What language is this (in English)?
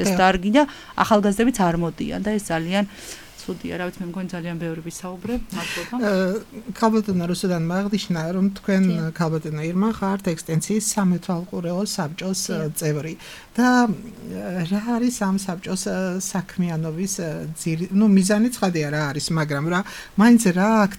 Georgian